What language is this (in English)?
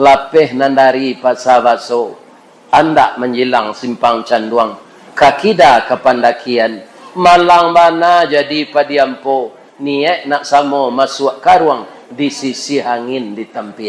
Minangkabau